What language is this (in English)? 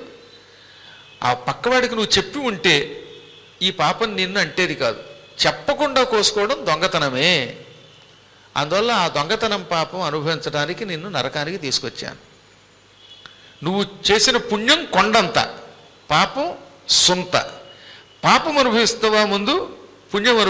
Telugu